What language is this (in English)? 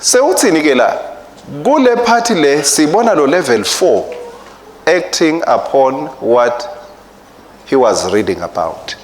Swati